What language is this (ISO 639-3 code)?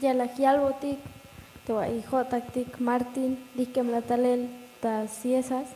tzh